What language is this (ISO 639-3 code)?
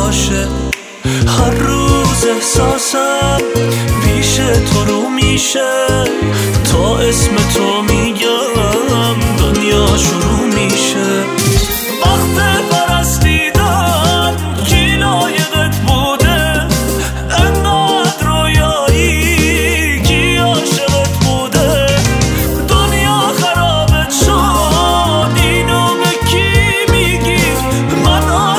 fas